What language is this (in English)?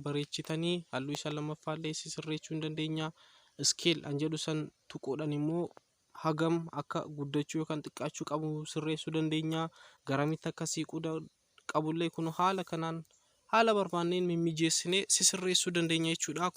Oromo